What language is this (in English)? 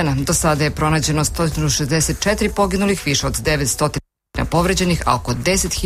Serbian